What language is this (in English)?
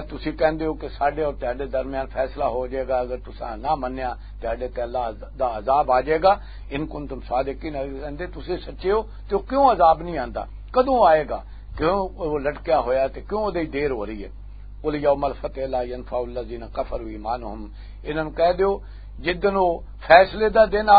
Western Panjabi